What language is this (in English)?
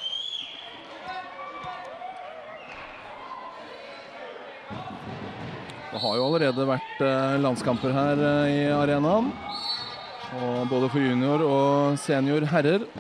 Norwegian